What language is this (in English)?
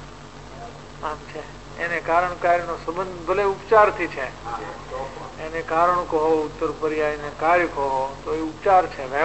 Gujarati